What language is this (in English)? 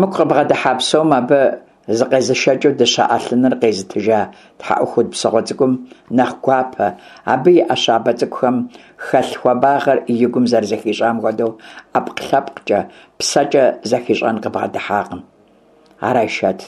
Kabardian